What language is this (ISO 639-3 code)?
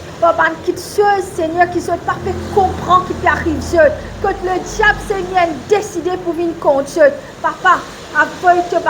mfe